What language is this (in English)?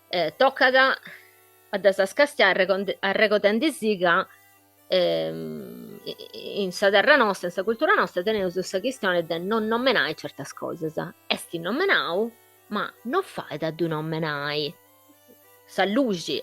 Sardinian